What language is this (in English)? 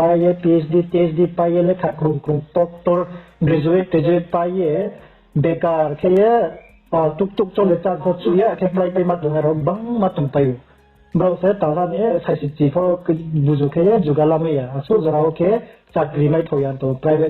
Riang (India)